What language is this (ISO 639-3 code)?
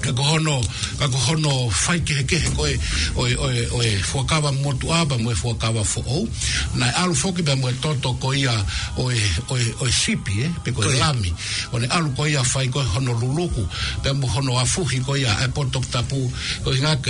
ton